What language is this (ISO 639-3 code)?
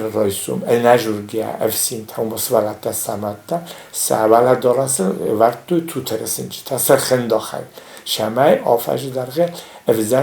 oss